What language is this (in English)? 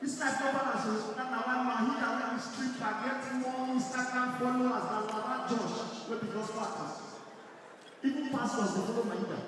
Nigerian Pidgin